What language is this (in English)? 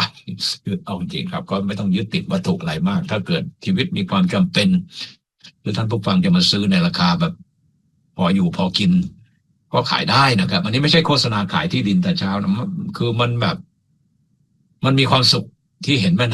Thai